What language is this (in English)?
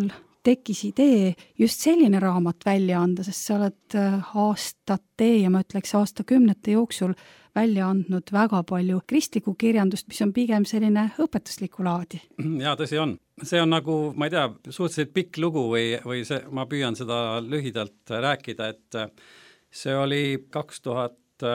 Estonian